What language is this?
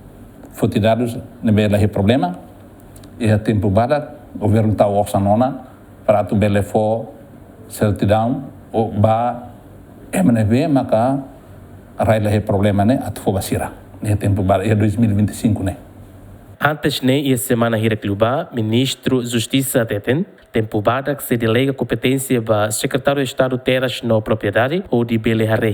Tetum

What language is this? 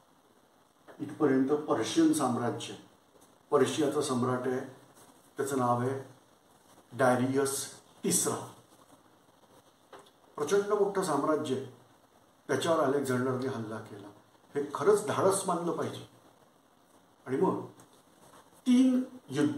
Marathi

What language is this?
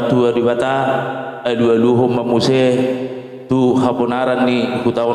Batak Toba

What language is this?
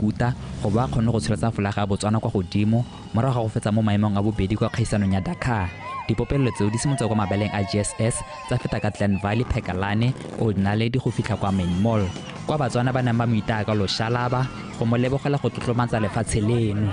Tswana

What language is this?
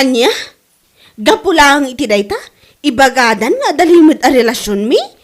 Iloko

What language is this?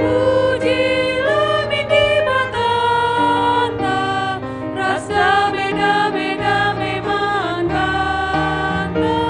Batak Karo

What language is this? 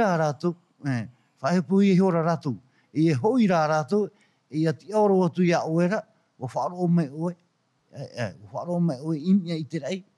Tahitian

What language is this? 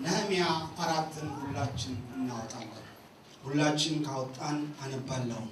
Amharic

